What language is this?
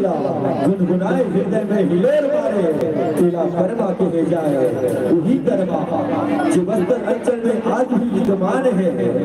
Chhattisgarhi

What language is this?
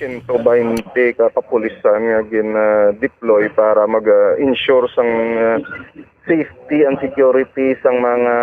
Hiligaynon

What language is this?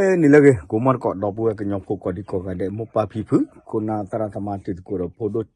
S'gaw Karen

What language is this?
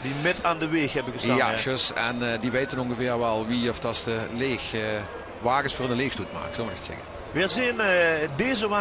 Limburgish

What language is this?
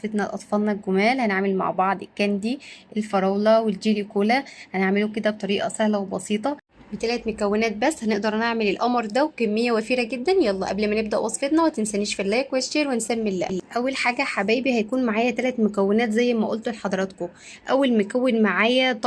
Egyptian Arabic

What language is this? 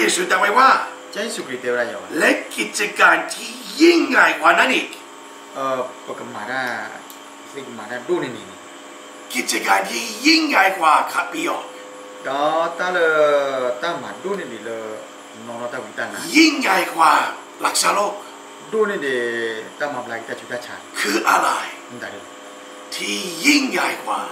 Thai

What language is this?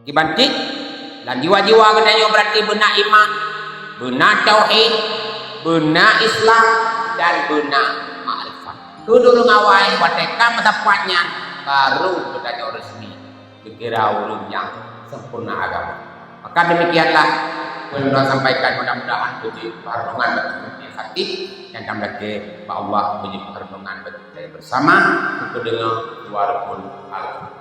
Achinese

